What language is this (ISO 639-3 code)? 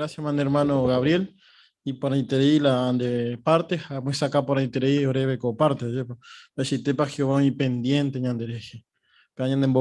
grn